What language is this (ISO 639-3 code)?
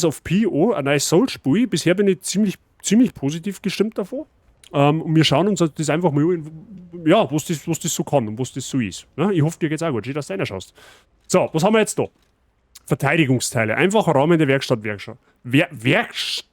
bar